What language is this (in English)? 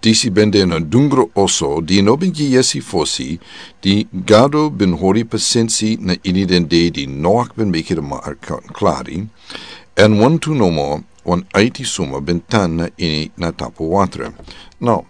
Sranan Tongo